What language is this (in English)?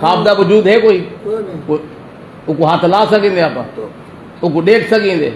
Saraiki